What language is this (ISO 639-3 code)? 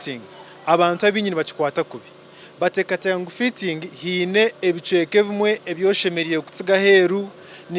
nyn